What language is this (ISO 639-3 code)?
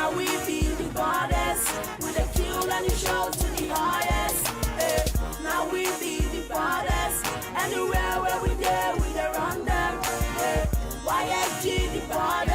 pcm